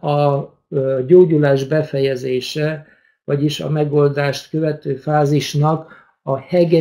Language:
Hungarian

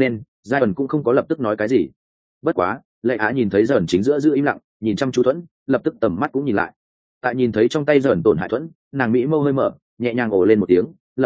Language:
Vietnamese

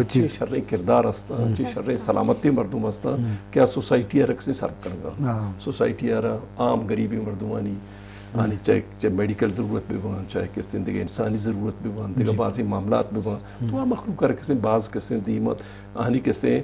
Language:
Eastern Balochi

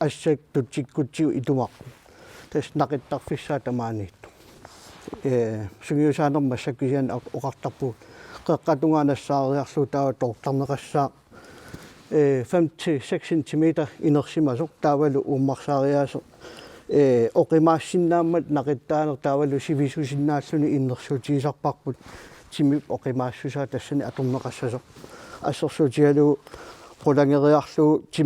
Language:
Kalaallisut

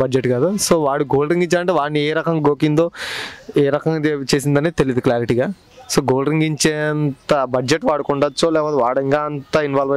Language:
Telugu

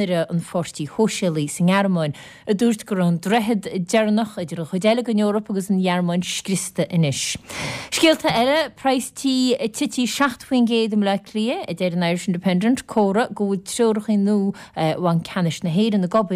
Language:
Irish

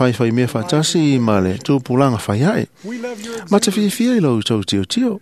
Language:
Samoan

